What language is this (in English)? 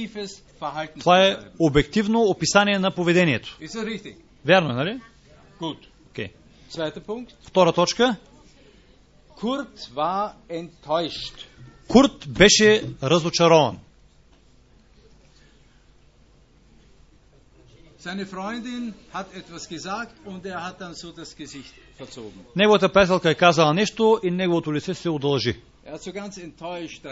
Bulgarian